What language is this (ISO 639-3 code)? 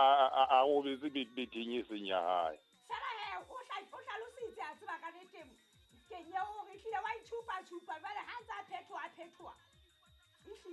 sot